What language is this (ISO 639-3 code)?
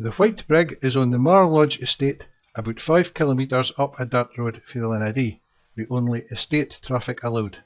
sco